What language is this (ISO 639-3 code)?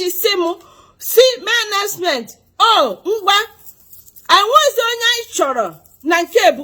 ibo